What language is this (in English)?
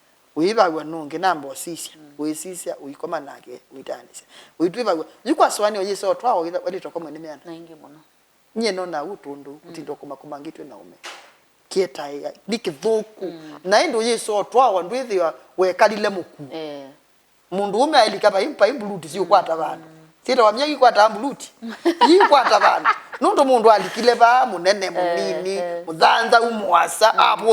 Kamba